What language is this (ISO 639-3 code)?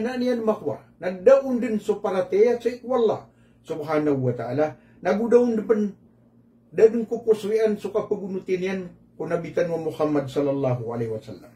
mrw